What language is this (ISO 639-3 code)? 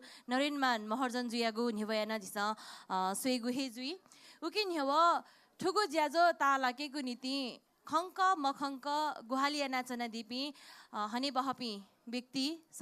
new